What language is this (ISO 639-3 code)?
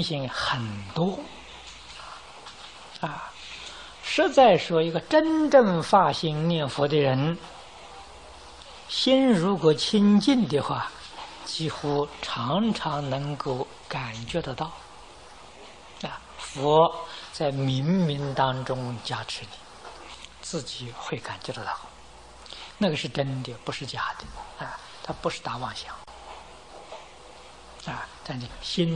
zho